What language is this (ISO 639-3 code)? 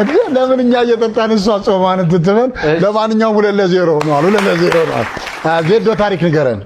amh